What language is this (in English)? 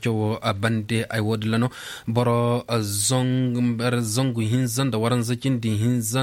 Koyraboro Senni